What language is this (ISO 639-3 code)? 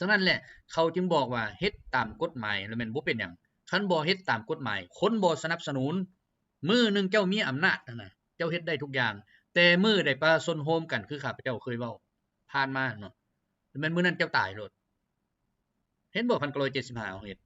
lao